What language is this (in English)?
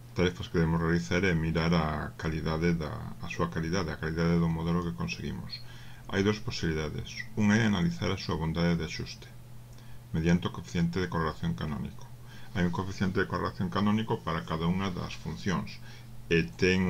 Galician